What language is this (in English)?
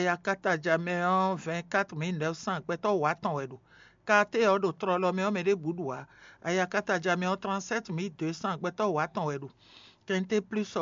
Fon